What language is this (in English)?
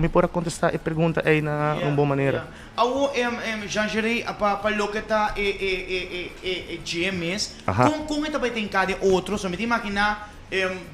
Papiamento